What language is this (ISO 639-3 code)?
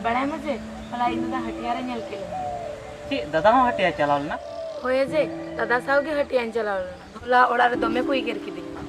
sat